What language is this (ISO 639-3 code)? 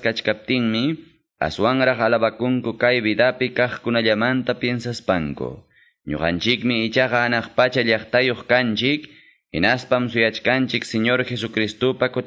que